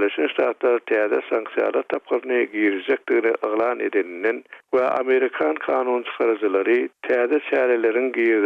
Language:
Turkmen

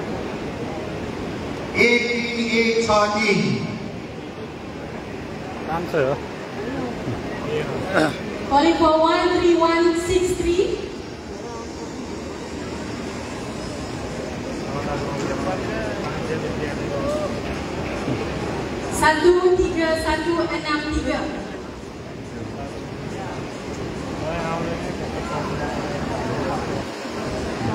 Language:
Malay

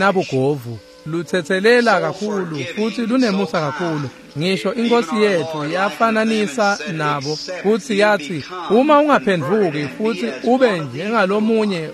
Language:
Swati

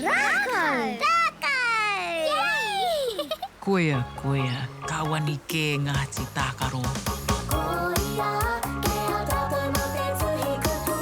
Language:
Māori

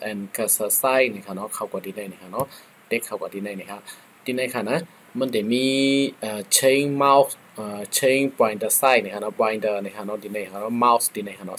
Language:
Shan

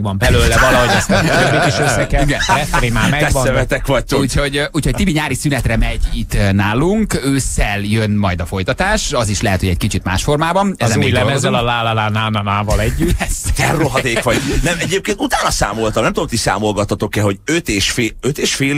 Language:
Hungarian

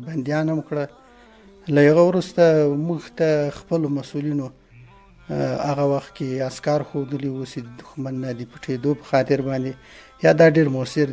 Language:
Pashto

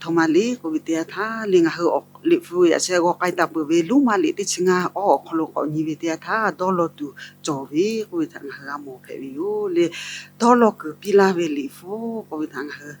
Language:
Lahu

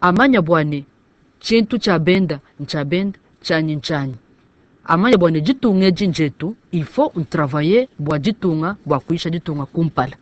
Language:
Luba-Lulua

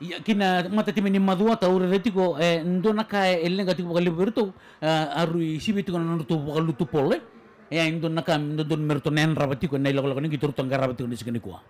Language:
Fijian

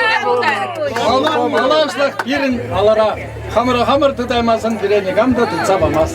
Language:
Chuvash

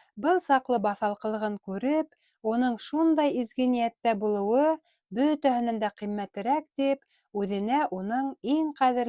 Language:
Bashkir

